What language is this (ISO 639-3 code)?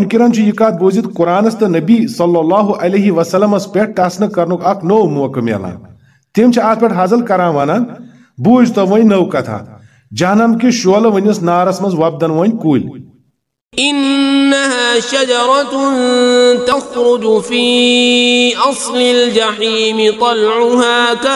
kas